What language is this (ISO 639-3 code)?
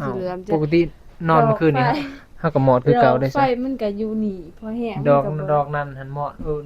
tts